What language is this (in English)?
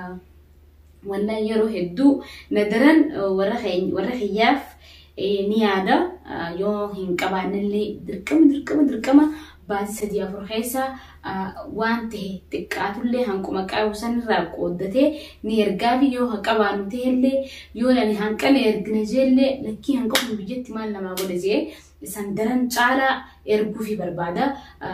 Oromo